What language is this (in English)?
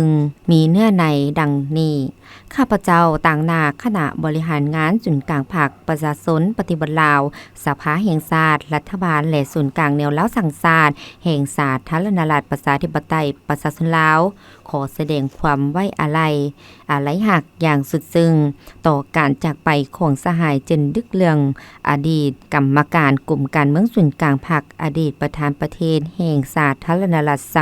Lao